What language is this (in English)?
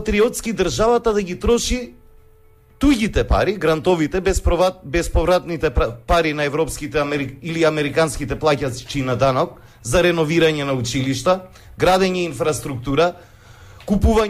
Macedonian